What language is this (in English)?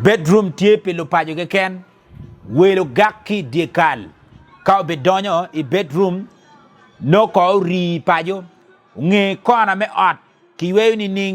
Acoli